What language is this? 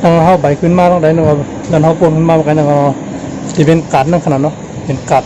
Shan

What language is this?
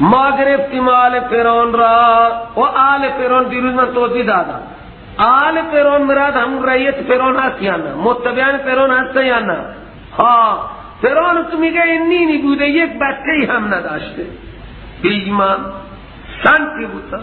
Persian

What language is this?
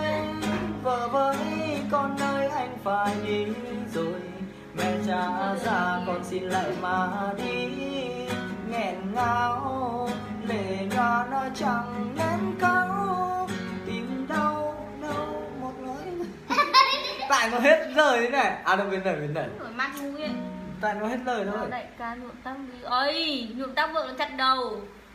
Vietnamese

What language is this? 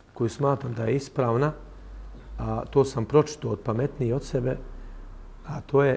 Bosnian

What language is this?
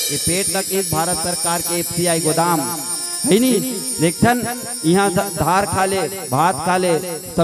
Chhattisgarhi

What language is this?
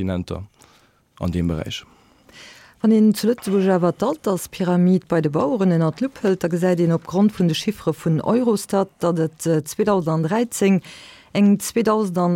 Luxembourgish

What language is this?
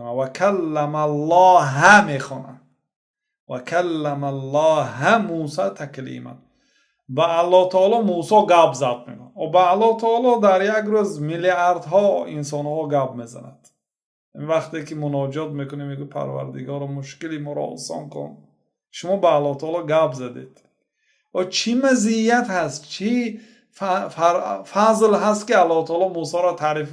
Tajik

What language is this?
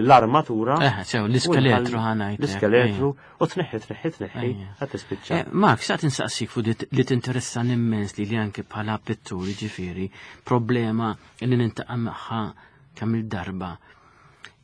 Maltese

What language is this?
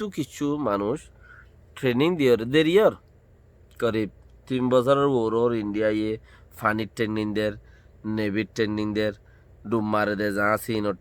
Rohingya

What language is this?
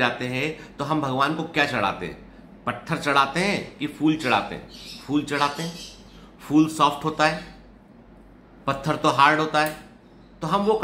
Hindi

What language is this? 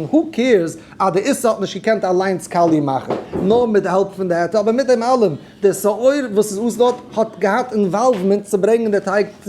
Yiddish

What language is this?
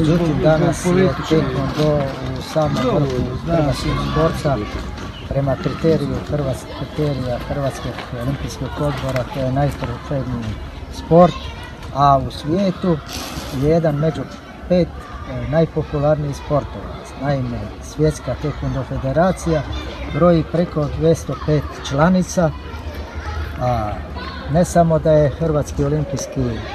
Croatian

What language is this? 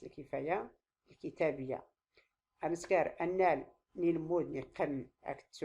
Tachelhit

